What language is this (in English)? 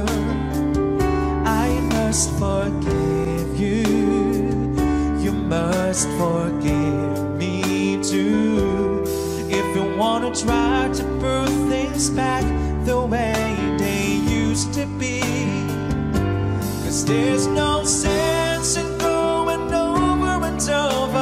English